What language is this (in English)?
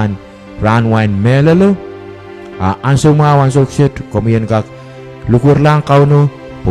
Pohnpeian